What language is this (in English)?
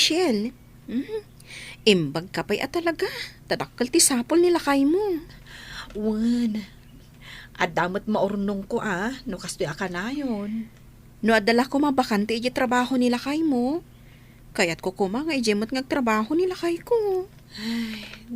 Iloko